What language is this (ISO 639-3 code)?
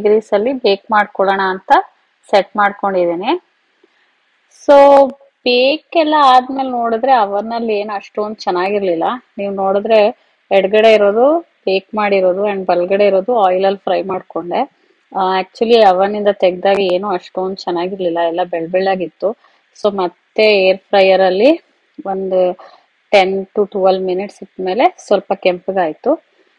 kan